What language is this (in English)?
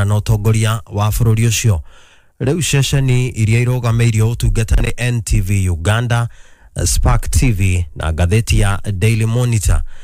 Kikuyu